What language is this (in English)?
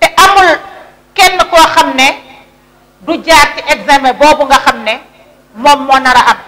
Wolof